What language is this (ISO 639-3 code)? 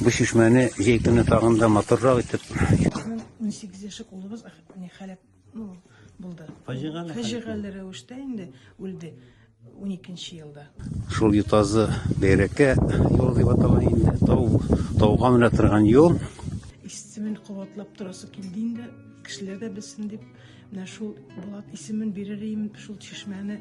tat